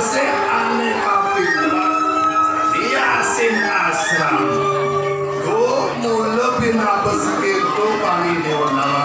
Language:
Balinese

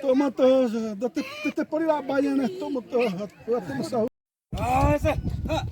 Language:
Xavánte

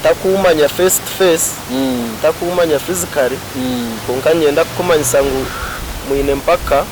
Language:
Nyankole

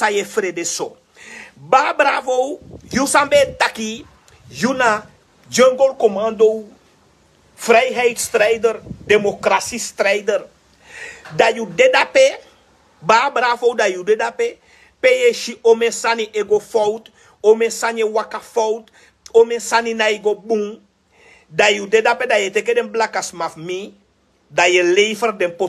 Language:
Sranan Tongo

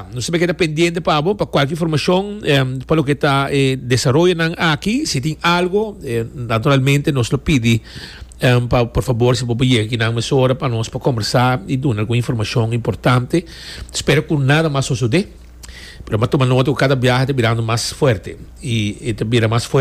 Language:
Papiamento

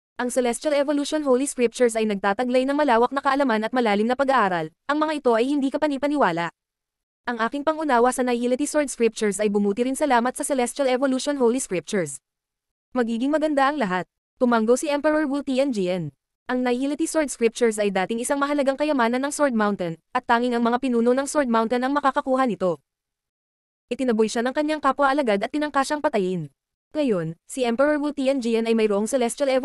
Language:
Filipino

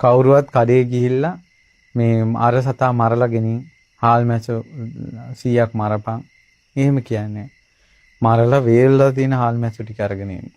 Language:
Sinhala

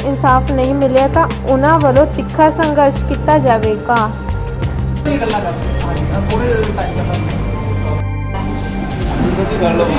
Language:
Punjabi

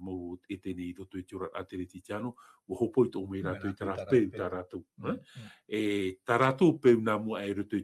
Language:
Tahitian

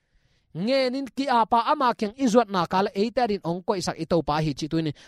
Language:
Tedim Chin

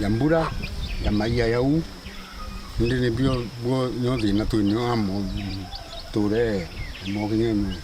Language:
Meru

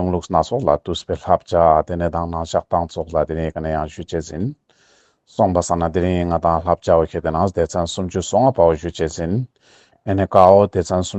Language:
Ladakhi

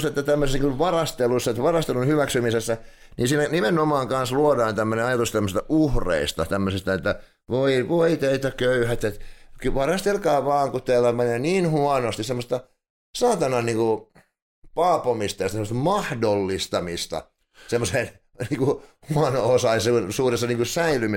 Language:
Finnish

